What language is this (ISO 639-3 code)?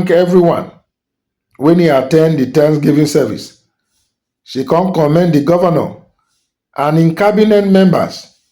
pcm